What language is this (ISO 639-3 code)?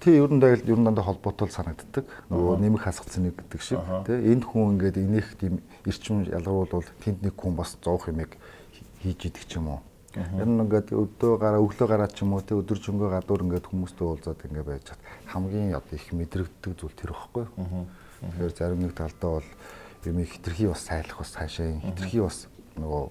mon